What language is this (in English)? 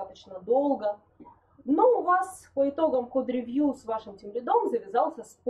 Russian